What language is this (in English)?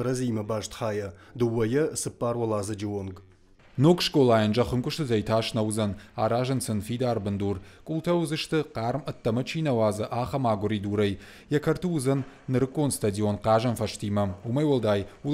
Ossetic